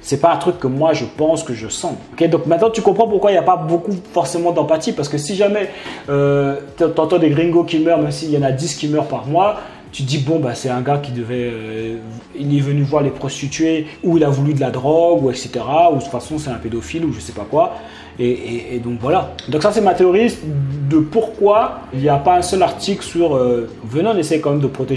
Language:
French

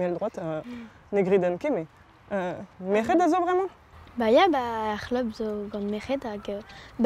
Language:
Breton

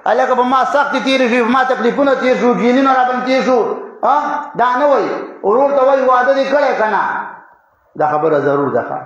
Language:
Pashto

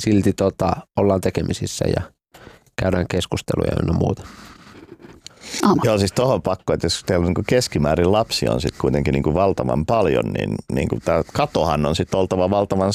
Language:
Finnish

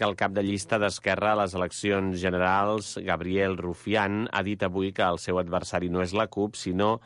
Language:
Catalan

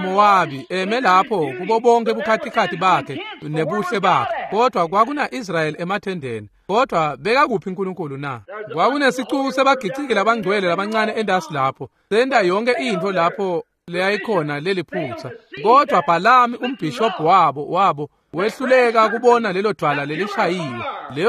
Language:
Swati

